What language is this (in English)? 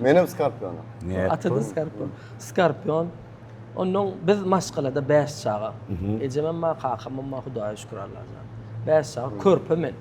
Turkmen